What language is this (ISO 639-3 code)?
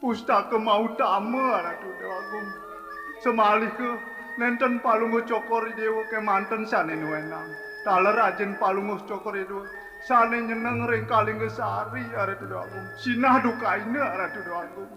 ban